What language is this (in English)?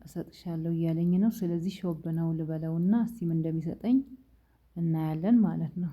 Amharic